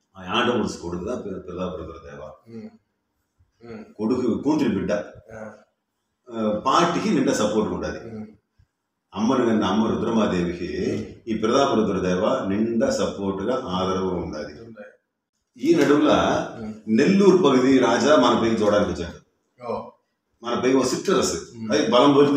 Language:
Telugu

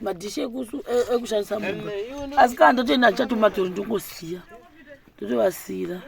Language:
Shona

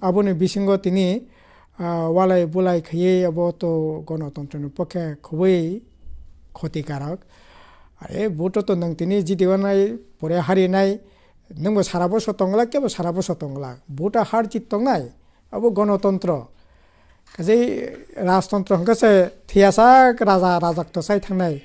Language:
Kok Borok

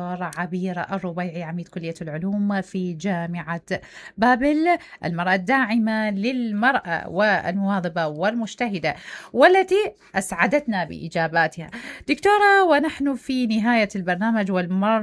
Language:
Mesopotamian Arabic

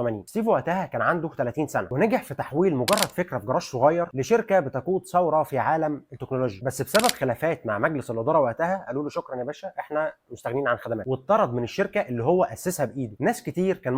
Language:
Egyptian Arabic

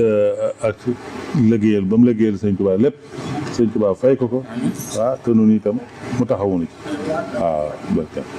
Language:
Wolof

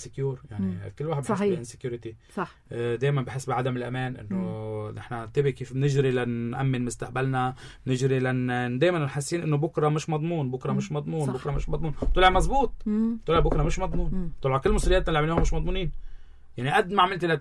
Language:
North Levantine Arabic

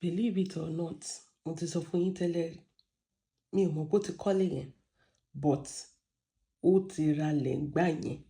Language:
Yoruba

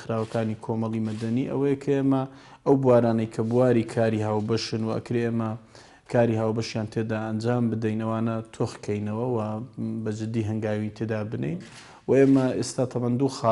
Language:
Central Kurdish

